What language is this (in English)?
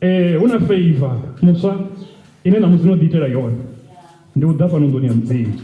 Venda